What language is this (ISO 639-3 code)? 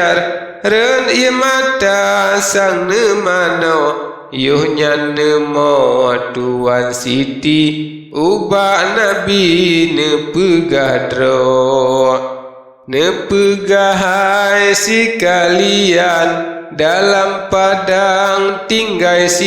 ace